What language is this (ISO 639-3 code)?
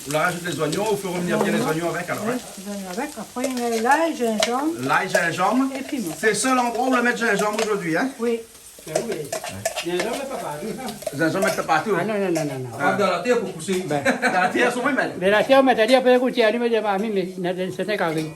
rcf